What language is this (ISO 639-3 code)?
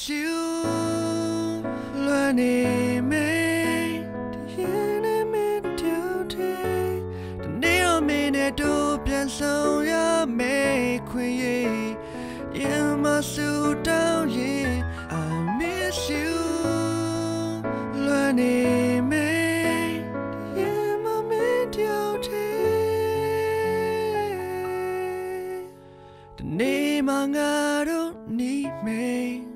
mya